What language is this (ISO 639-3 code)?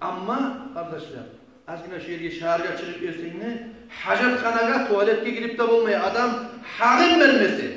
kum